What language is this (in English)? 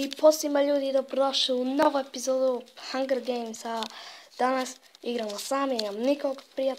Bosnian